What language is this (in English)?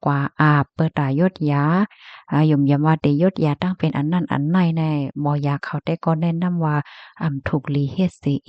Shan